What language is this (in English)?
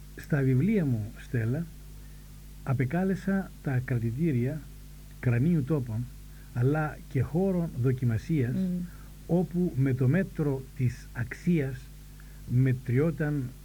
Greek